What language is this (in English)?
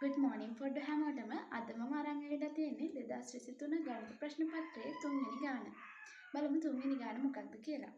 Sinhala